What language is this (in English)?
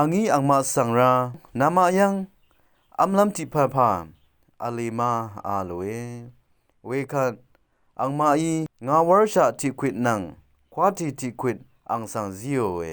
Rawang